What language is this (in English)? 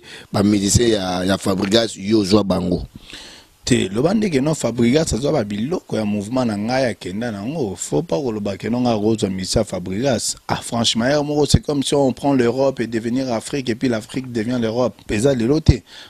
Lingala